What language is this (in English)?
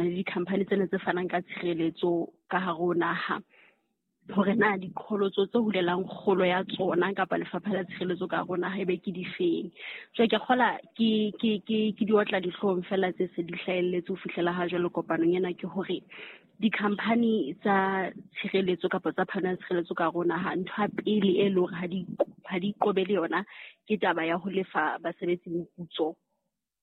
Southern Sotho